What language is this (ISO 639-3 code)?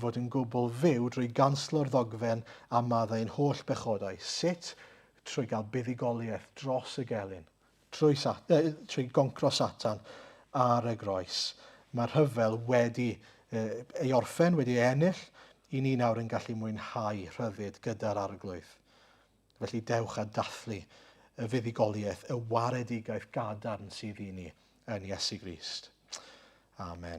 cym